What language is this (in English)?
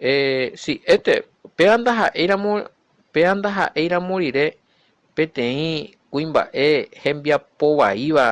Guarani